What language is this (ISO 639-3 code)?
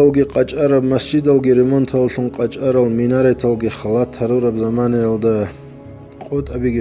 ava